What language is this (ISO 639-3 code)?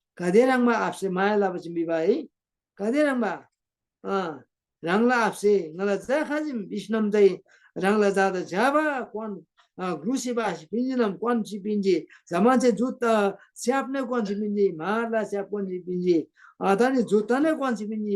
taj